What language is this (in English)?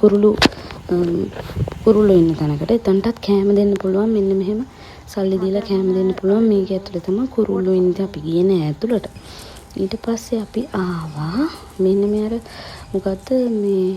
Sinhala